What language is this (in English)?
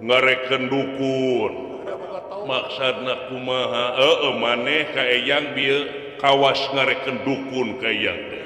Sundanese